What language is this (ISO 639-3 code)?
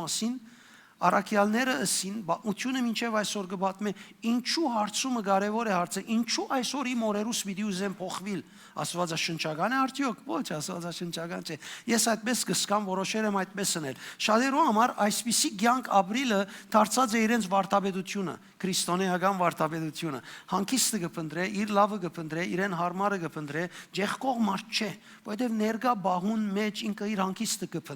hyw